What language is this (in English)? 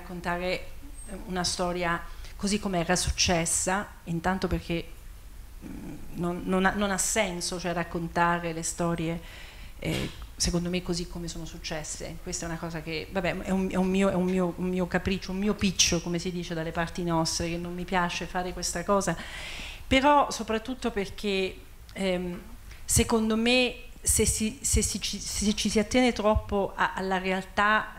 Italian